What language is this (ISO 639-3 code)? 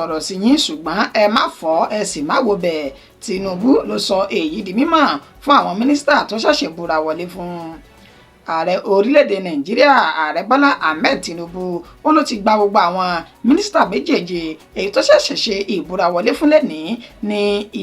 yor